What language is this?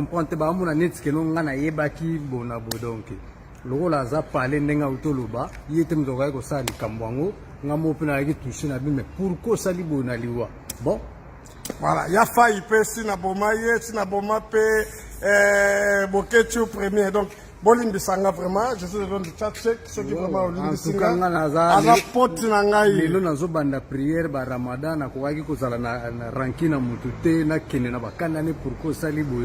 Lingala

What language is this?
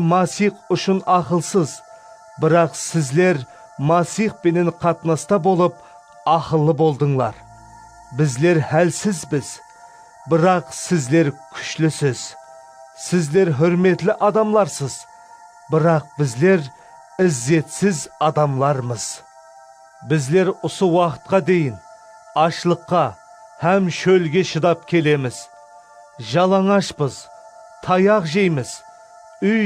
Kara-Kalpak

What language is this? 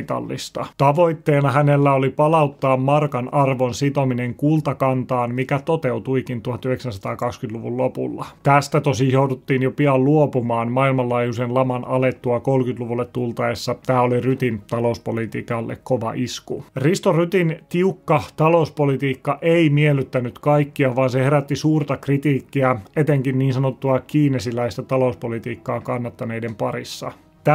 Finnish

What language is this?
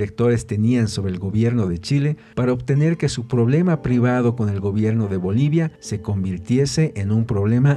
Spanish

